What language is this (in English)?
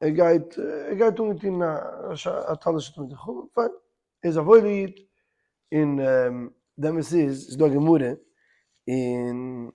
Yiddish